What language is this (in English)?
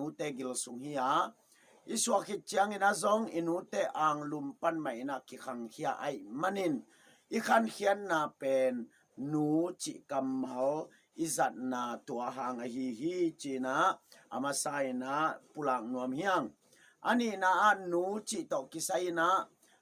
Tedim Chin